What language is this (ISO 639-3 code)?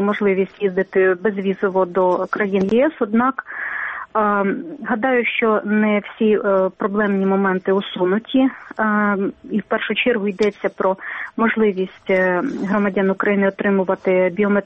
ukr